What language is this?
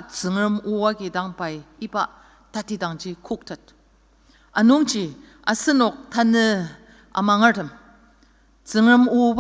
Ao Naga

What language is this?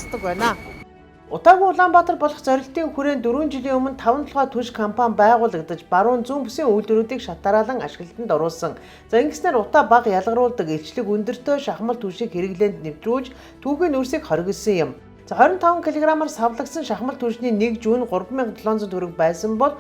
Mongolian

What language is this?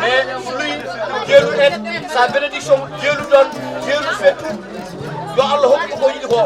Fula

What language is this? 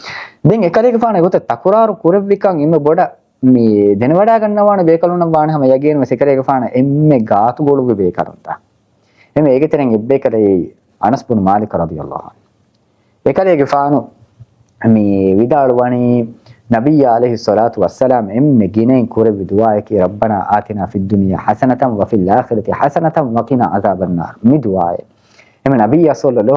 Divehi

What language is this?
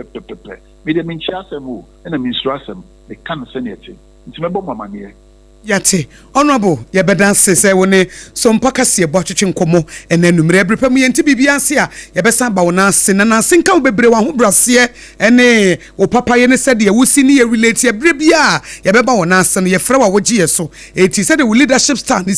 Akan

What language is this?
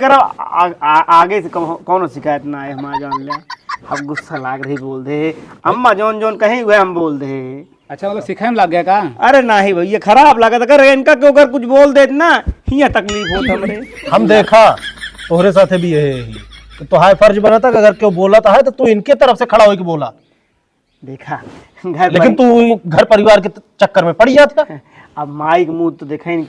Awadhi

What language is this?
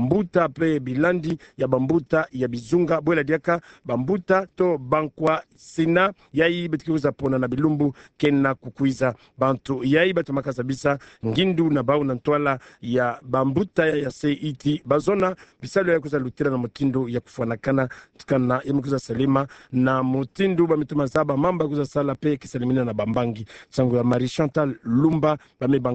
Kituba (Democratic Republic of Congo)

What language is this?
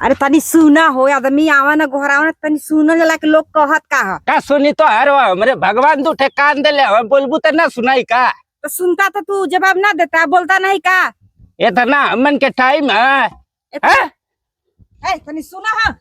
Bhojpuri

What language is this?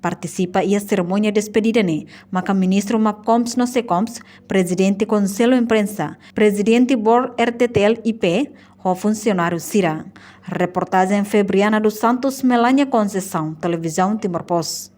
Tetum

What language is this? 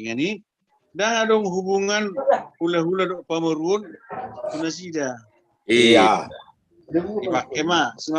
Batak Toba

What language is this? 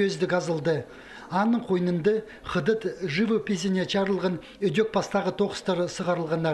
Khakas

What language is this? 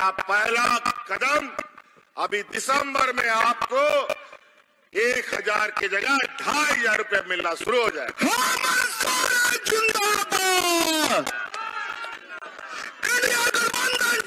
Hindi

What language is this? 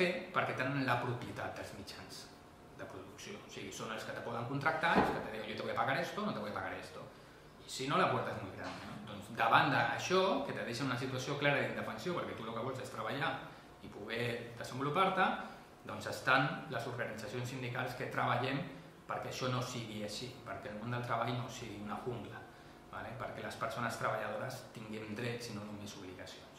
Catalan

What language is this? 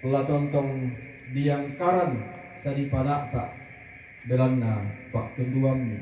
Toraja-Sa'dan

